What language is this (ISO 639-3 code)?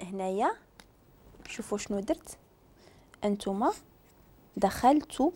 ary